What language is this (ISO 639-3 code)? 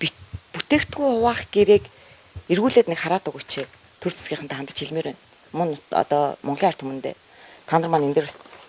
mon